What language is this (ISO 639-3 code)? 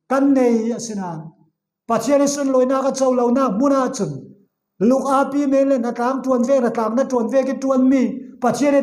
cfm